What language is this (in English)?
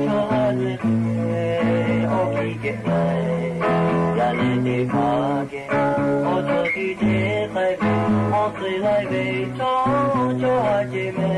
Lahu